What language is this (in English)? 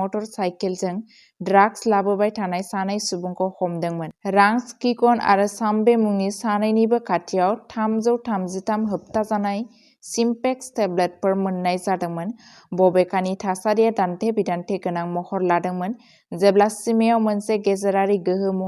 Bodo